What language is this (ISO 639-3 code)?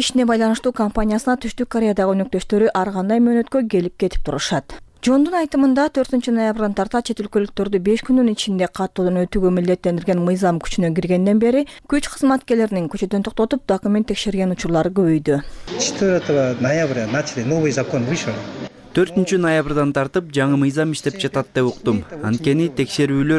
kir